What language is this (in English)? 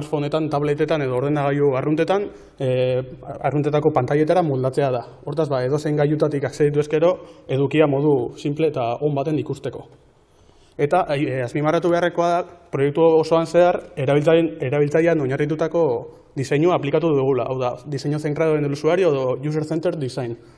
Basque